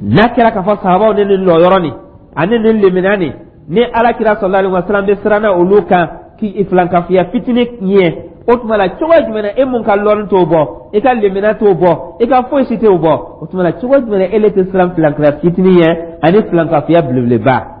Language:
Dyula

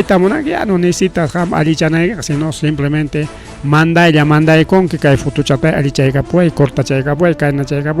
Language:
Ayacucho Quechua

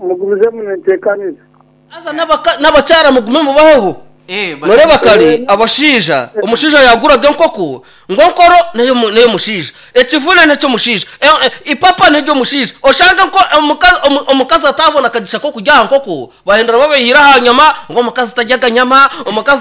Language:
Nyankole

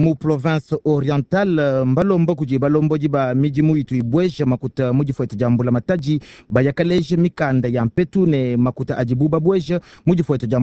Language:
Luba-Lulua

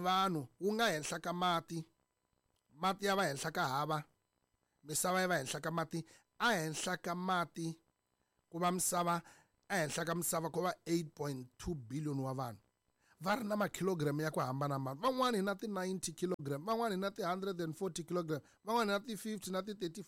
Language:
Tsonga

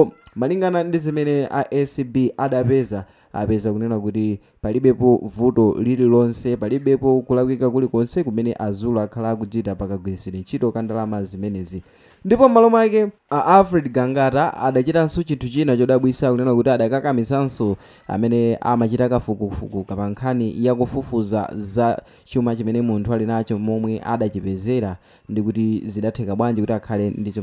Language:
Nyanja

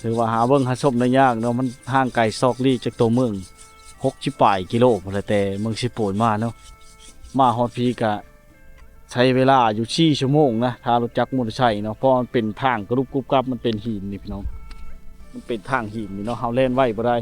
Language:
Lao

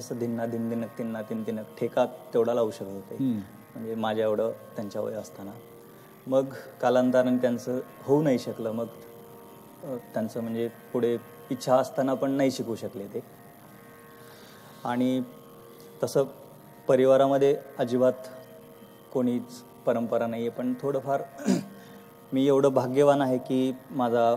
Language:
Marathi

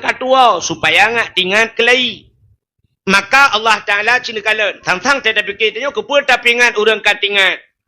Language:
Achinese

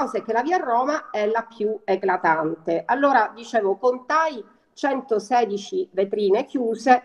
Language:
Italian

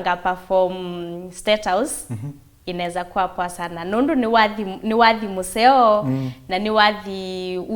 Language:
Kamba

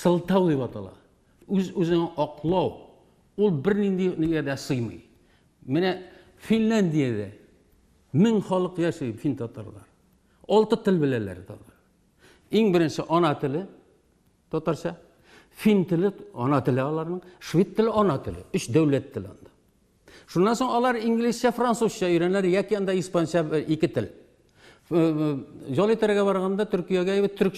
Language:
Tatar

